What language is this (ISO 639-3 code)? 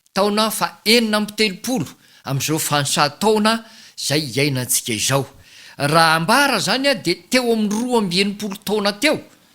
mlg